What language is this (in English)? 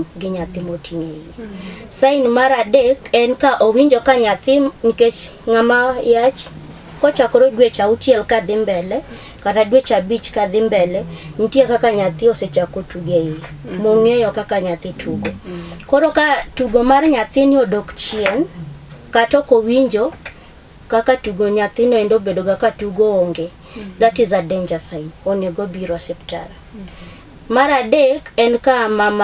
Luo (Kenya and Tanzania)